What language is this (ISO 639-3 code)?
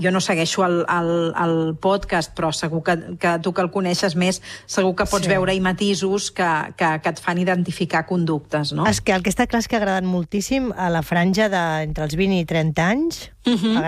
cat